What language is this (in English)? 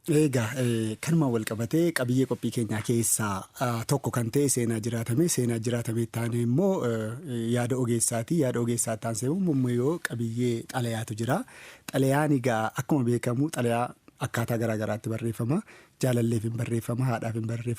Oromo